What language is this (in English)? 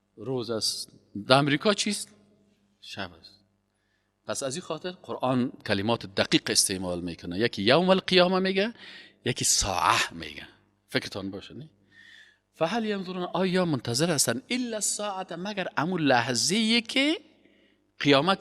Persian